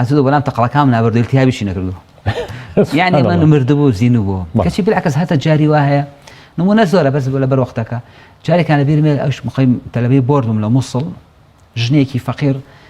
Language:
Central Kurdish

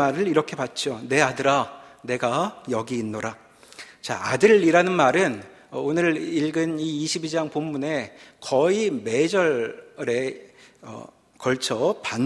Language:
Korean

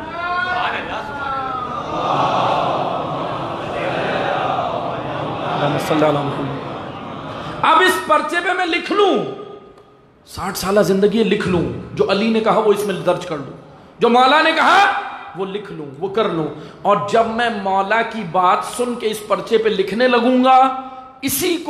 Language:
Urdu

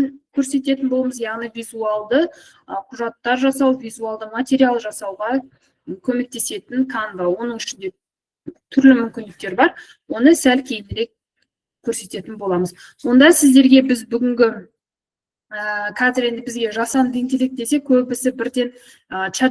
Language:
Kazakh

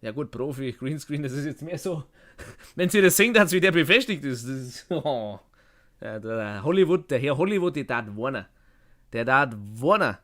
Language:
Bavarian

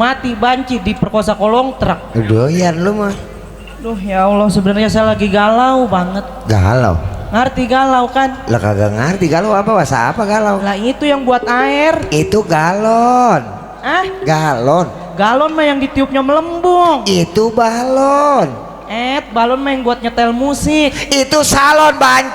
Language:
Betawi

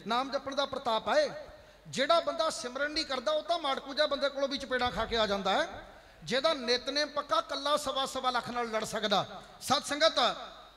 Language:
Punjabi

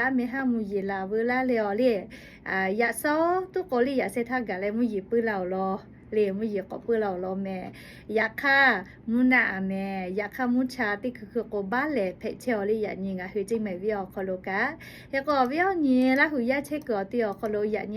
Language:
Lahu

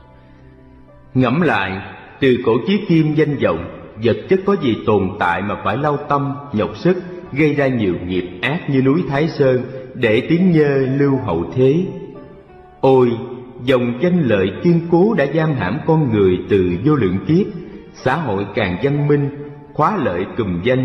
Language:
Vietnamese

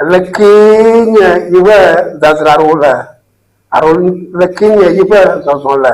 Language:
Ewe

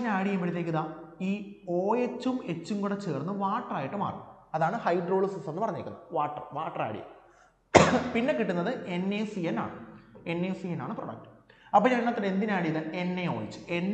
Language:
Malayalam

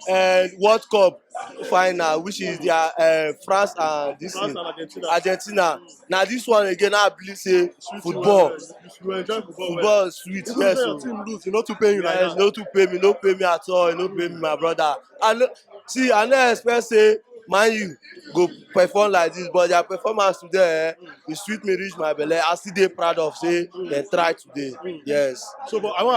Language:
Nigerian Pidgin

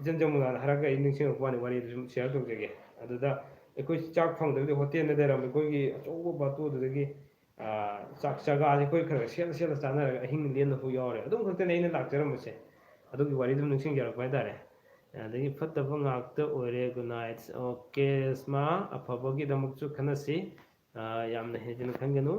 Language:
Manipuri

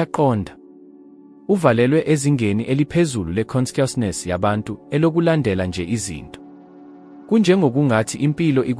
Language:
Zulu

